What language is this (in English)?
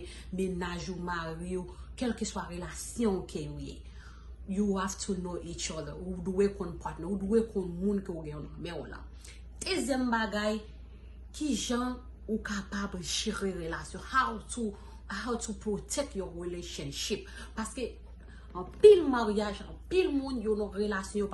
Haitian Creole